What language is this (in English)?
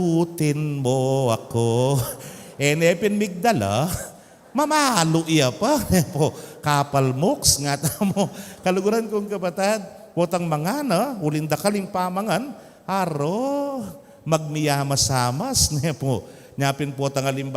Pampanga